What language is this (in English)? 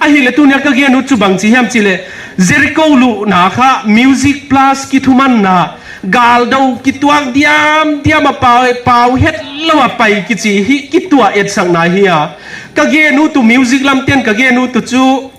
Paite Chin